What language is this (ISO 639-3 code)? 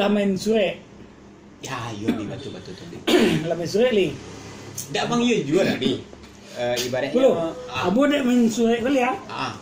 min